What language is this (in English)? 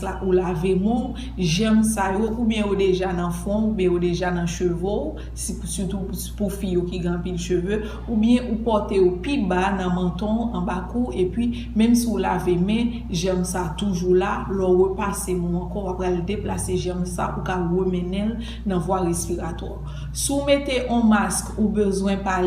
Haitian Creole